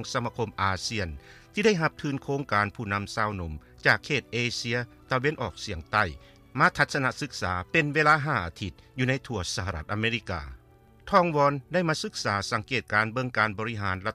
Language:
Lao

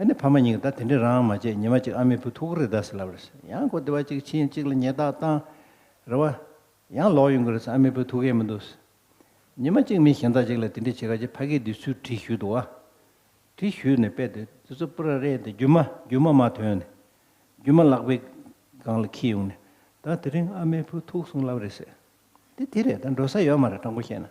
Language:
Tibetan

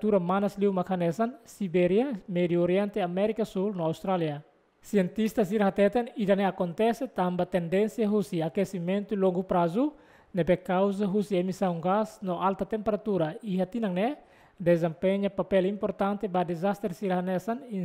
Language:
Tetum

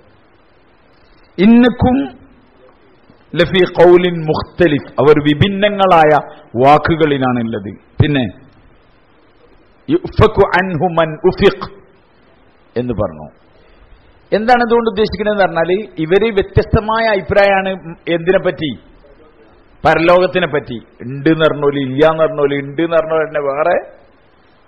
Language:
Malayalam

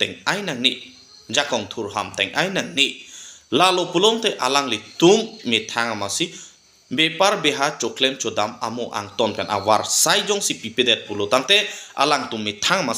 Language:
Karbi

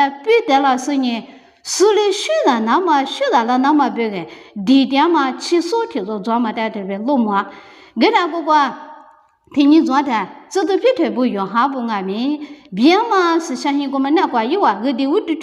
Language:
Lisu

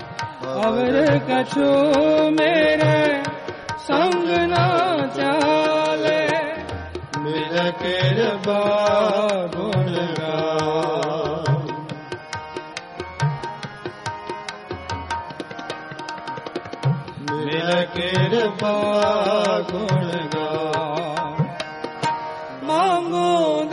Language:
Punjabi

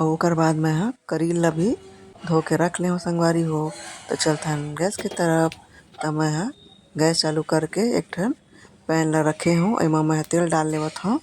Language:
Chhattisgarhi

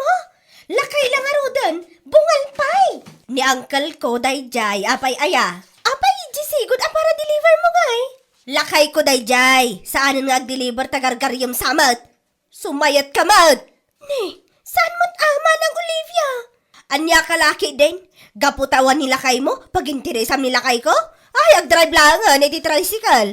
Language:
Iloko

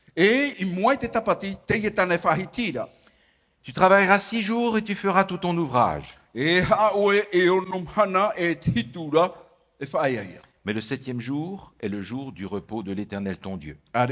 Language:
Tahitian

